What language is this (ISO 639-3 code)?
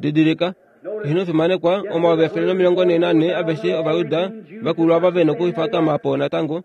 kua